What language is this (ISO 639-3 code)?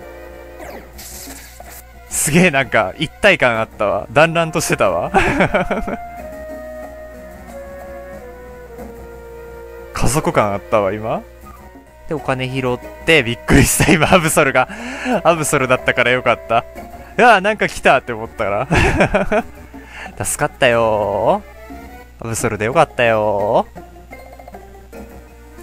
jpn